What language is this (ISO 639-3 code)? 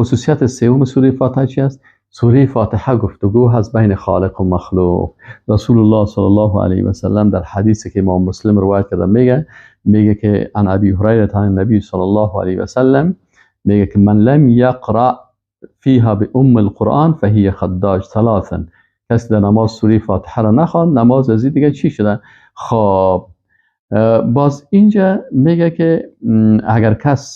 fas